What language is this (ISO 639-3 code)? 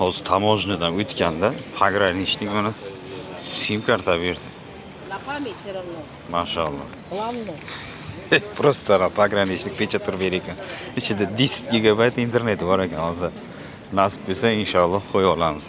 uzb